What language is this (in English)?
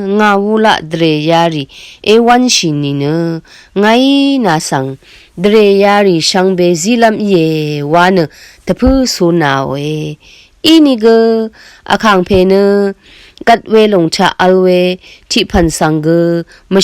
Rawang